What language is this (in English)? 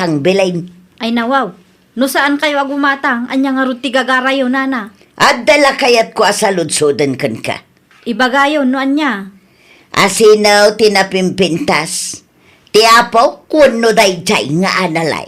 Iloko